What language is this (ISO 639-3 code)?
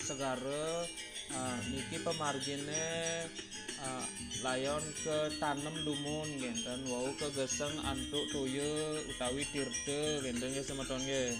ban